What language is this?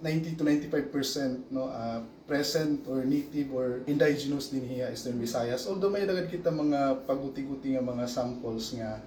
Waray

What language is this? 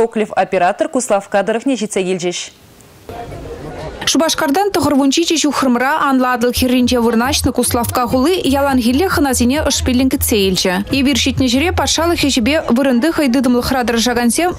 Chuvash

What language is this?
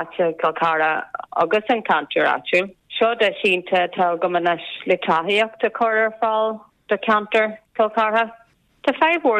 Irish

